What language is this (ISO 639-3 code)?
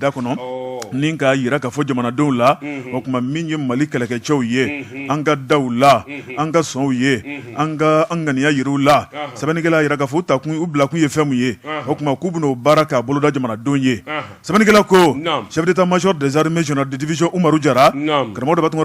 bam